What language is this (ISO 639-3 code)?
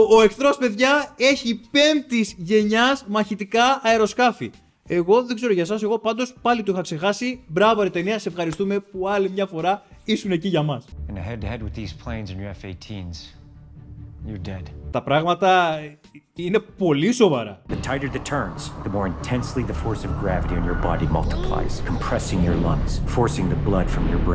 ell